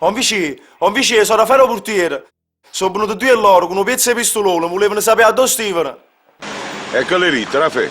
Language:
Neapolitan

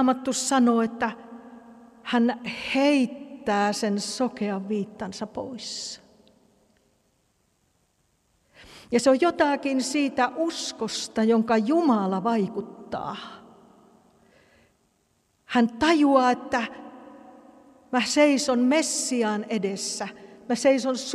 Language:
Finnish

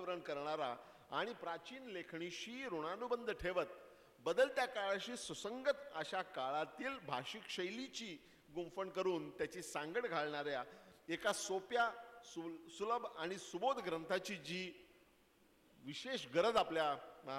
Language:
Marathi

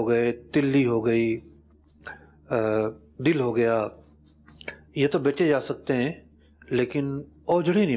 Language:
Urdu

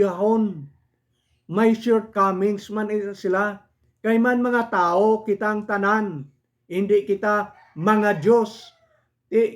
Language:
Hiligaynon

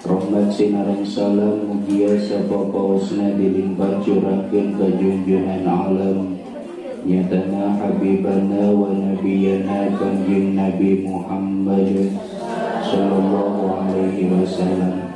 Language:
Sundanese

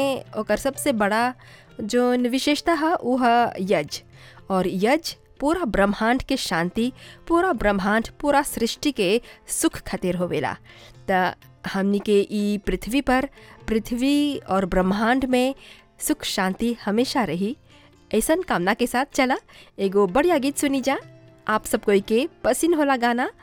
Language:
Bhojpuri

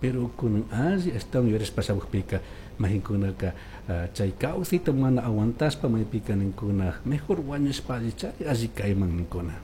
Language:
Chimborazo Highland Quichua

